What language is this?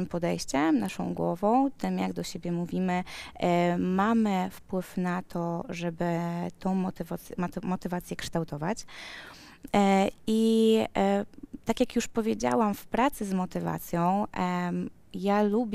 Polish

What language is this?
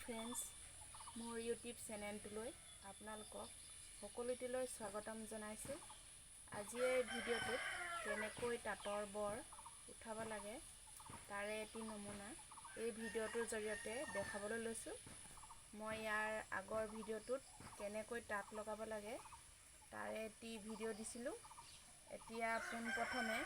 Assamese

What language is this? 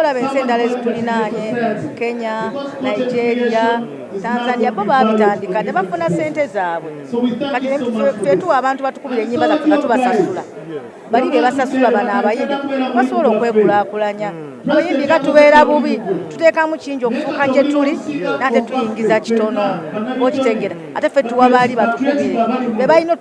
Ganda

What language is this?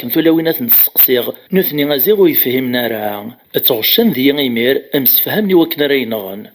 Kabyle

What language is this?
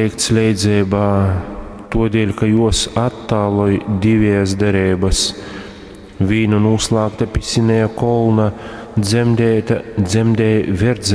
Latgalian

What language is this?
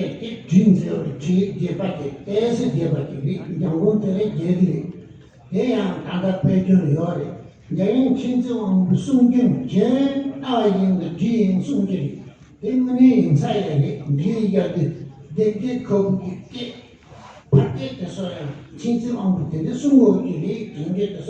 Tibetan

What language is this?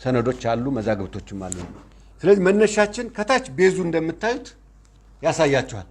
Amharic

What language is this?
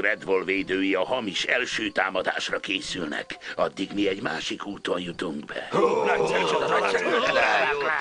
Hungarian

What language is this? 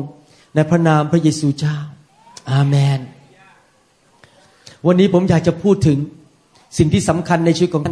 Thai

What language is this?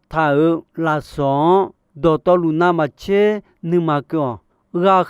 Akha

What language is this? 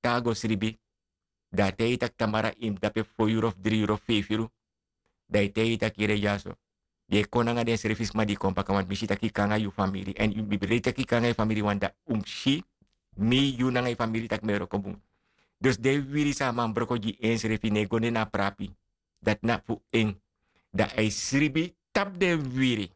Sranan Tongo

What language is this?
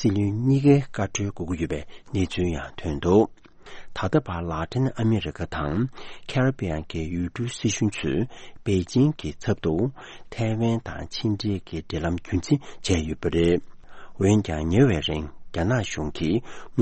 Tibetan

